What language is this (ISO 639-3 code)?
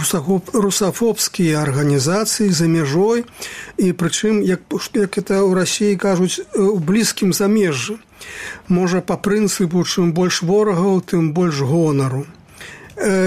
bel